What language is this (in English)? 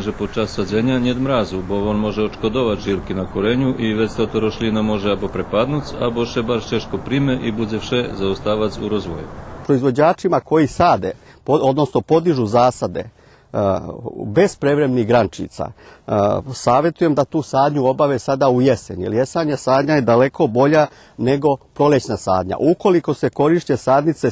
Rusyn